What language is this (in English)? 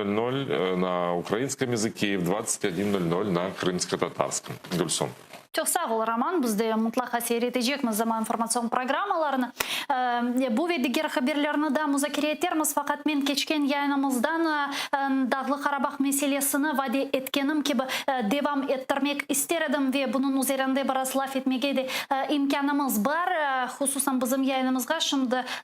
Crimean Tatar